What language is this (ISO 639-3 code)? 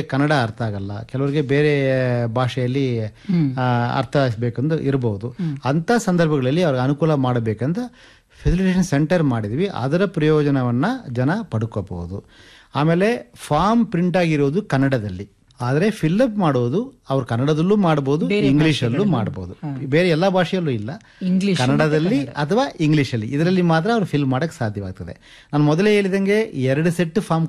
kan